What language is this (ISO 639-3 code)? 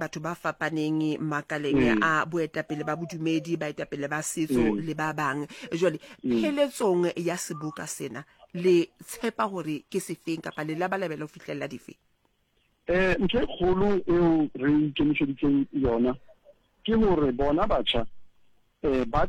sot